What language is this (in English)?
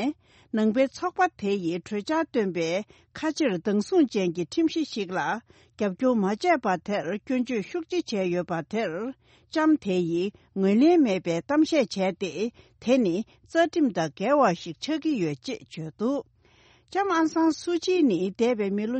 Tibetan